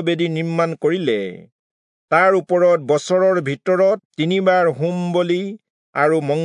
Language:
Assamese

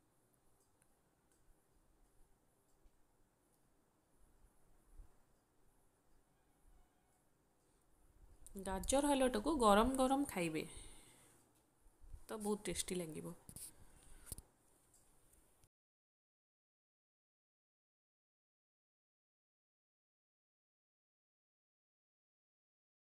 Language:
Odia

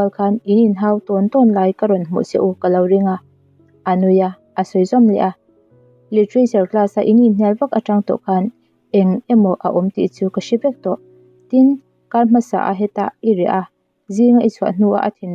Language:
Mizo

